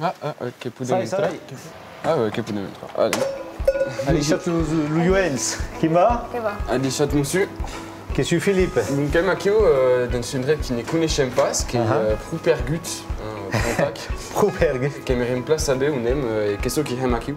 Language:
Occitan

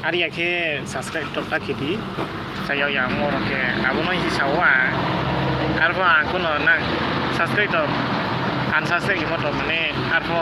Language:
Riang (India)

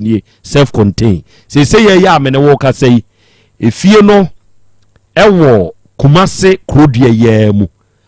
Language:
Akan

